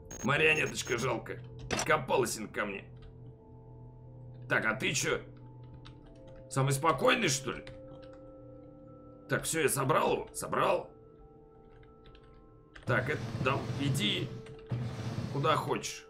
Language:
Russian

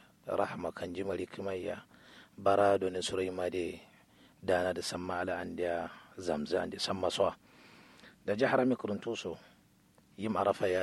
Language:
Kanuri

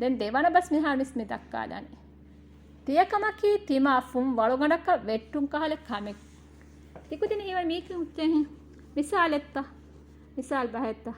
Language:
Divehi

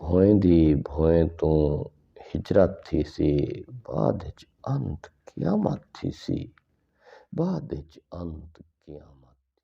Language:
Saraiki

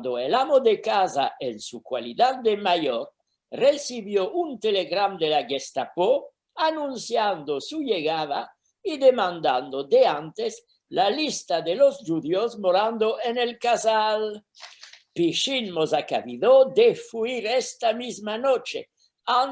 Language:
Ladino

